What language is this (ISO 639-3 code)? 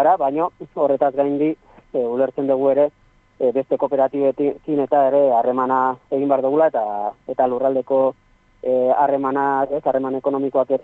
eus